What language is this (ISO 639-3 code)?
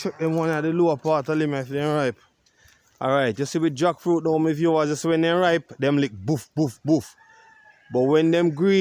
jam